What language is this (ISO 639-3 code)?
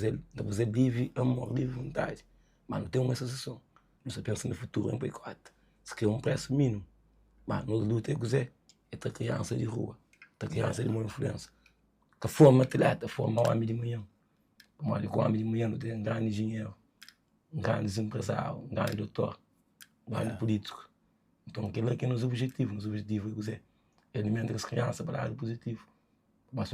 kea